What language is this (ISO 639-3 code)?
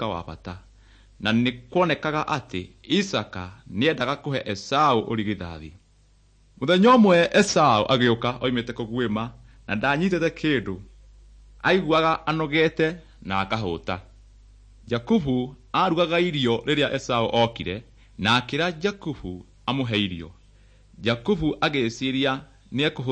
kik